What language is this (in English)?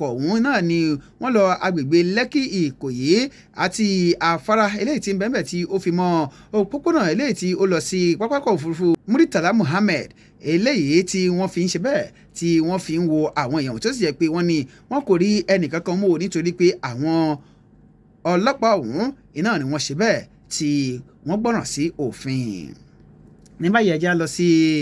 Yoruba